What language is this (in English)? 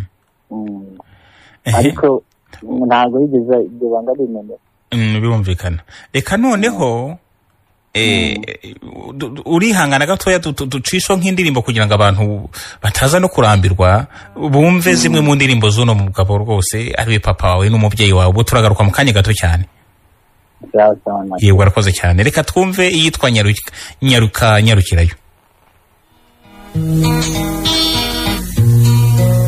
Kinyarwanda